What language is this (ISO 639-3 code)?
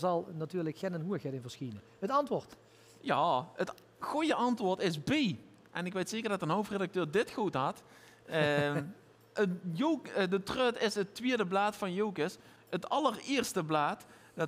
lim